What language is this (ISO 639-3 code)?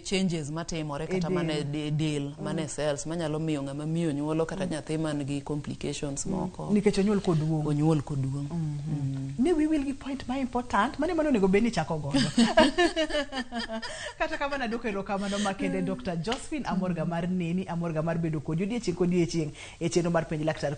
luo